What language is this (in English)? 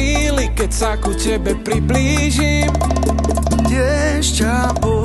Slovak